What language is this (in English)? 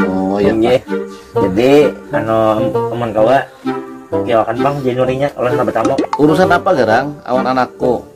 Banjar